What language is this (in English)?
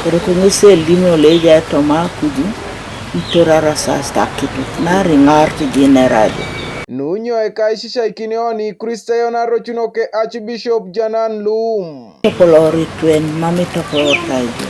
Teso